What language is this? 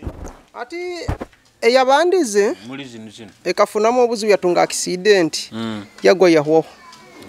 Nyoro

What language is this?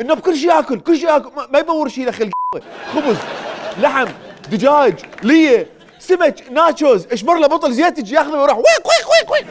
Mesopotamian Arabic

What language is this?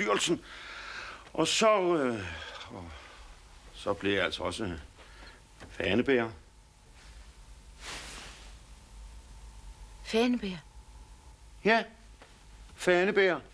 Danish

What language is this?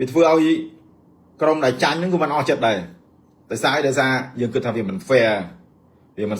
Khmer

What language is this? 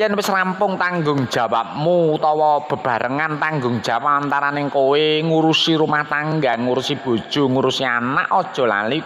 Javanese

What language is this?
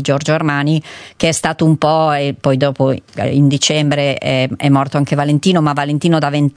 Italian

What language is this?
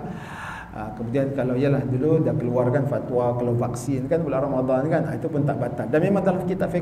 Malay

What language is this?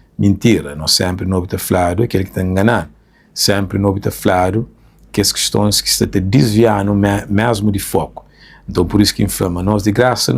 Kabuverdianu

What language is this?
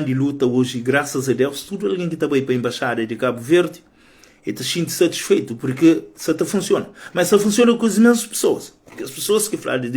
Kabuverdianu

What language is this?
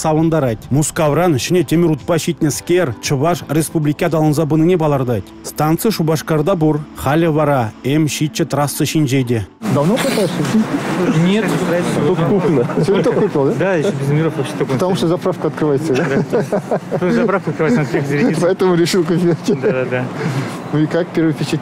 Chuvash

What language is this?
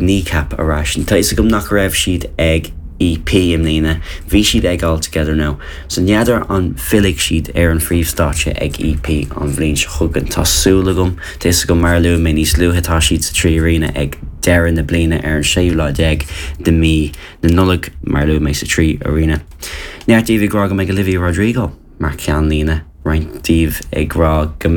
Irish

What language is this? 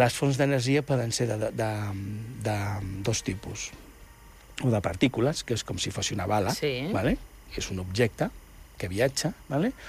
Catalan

